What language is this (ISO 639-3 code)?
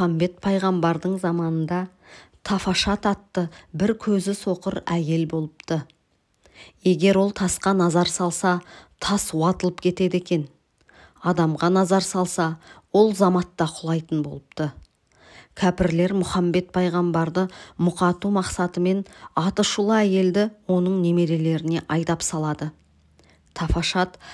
kaz